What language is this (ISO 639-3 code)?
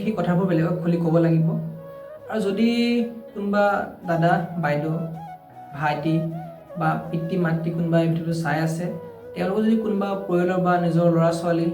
asm